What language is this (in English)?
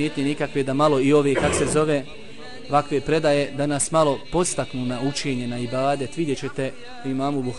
Bosnian